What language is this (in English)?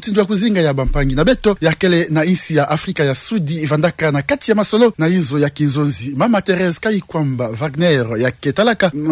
Kituba (Democratic Republic of Congo)